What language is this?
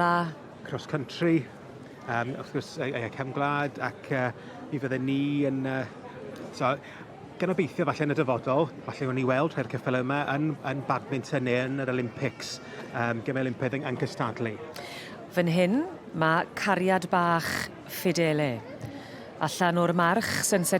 Welsh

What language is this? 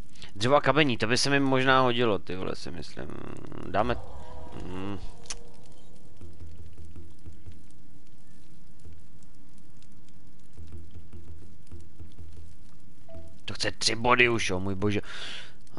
Czech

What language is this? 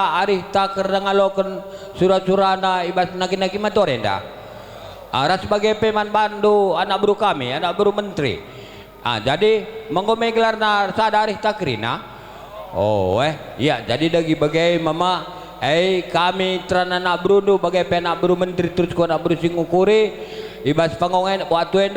Batak Karo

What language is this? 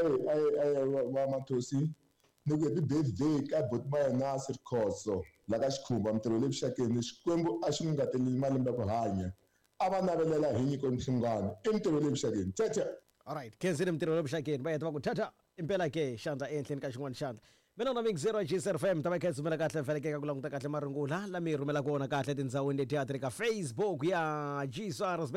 Tsonga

